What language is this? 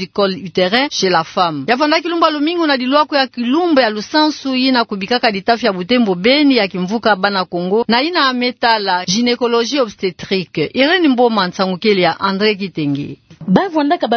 Kituba (Democratic Republic of Congo)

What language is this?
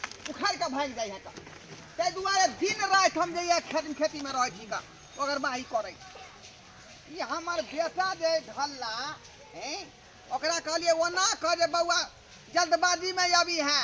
Maithili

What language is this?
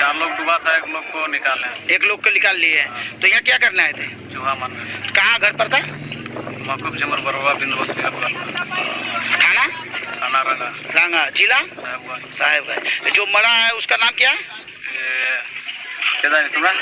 Santali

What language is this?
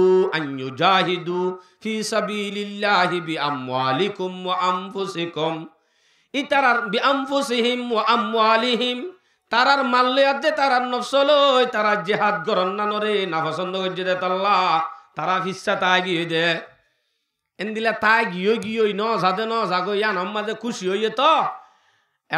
Rohingya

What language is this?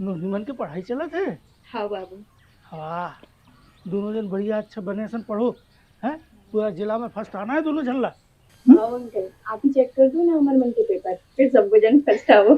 Chhattisgarhi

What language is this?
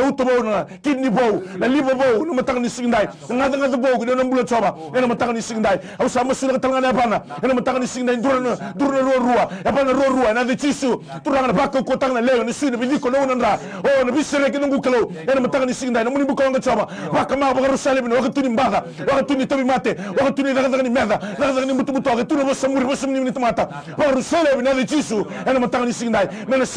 Fijian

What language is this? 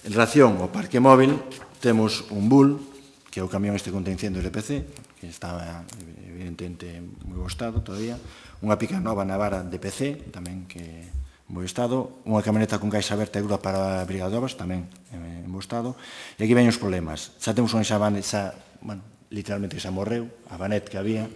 Galician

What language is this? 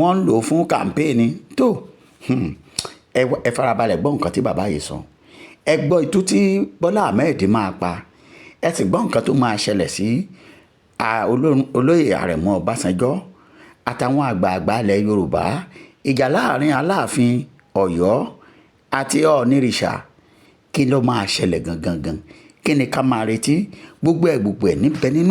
Yoruba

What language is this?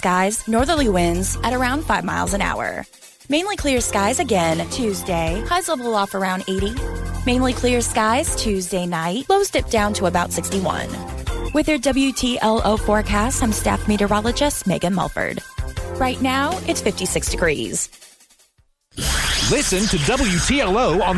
English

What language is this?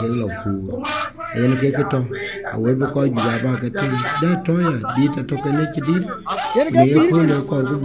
Dinka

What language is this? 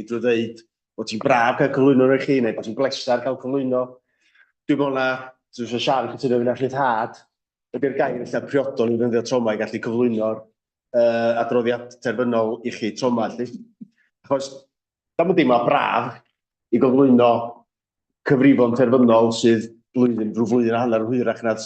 Welsh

